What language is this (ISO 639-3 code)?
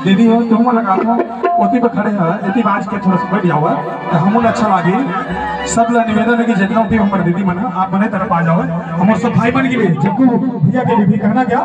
hne